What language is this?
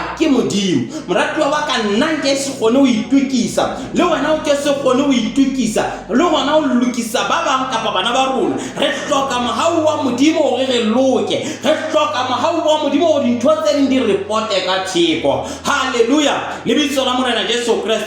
Southern Sotho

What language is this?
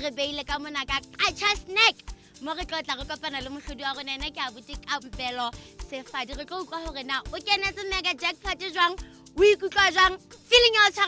Southern Sotho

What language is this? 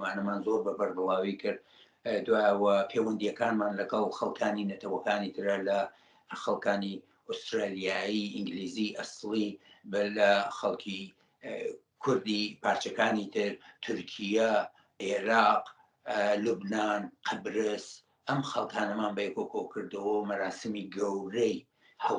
Central Kurdish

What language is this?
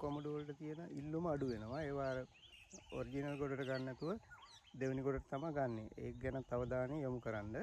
Sinhala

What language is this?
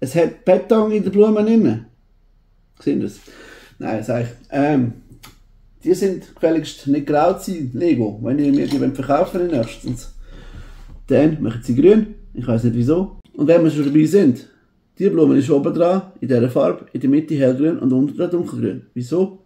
Swiss German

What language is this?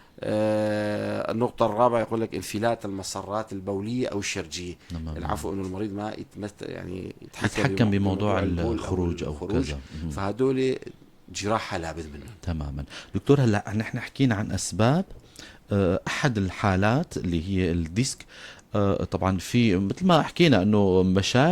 North Levantine Arabic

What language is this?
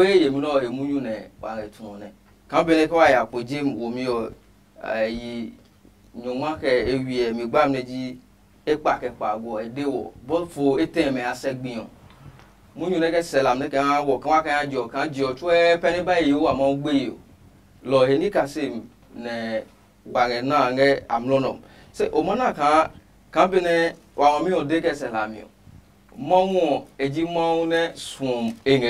Adangme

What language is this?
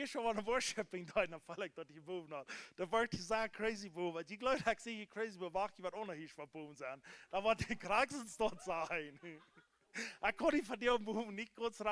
Plautdietsch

